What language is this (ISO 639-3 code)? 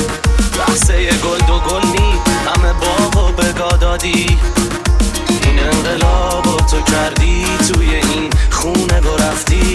fas